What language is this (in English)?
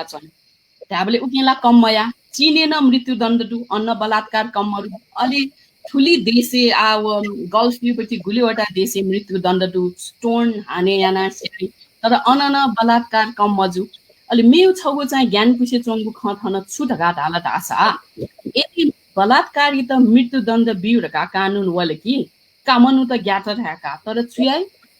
Newari